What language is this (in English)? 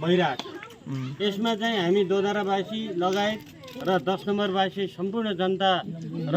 Nepali